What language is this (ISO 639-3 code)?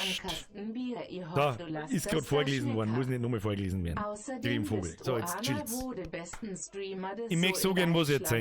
bar